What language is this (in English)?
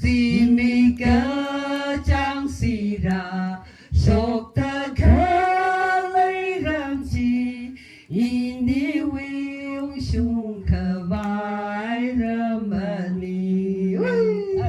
Tangkhul Naga (India)